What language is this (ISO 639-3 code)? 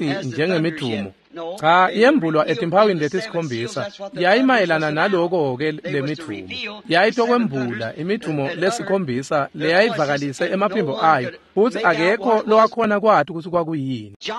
ssw